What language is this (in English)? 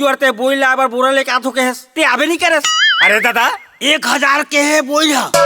Chhattisgarhi